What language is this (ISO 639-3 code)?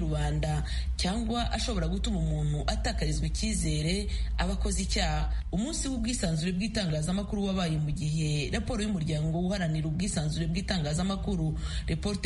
kin